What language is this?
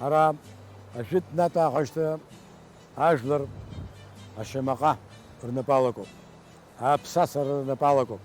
Abkhazian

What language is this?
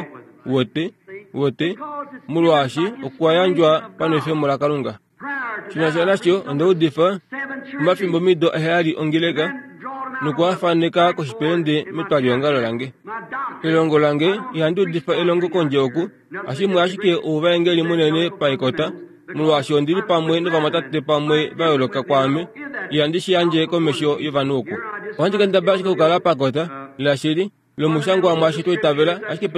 Kuanyama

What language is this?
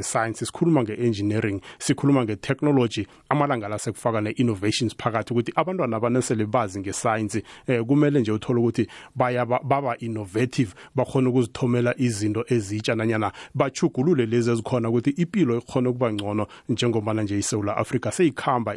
South Ndebele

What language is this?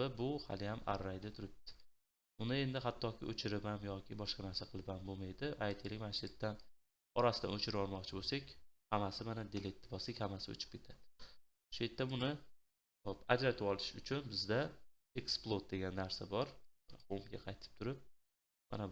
Uzbek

